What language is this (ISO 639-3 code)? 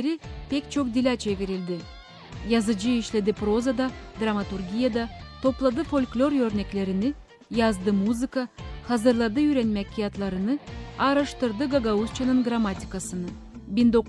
gag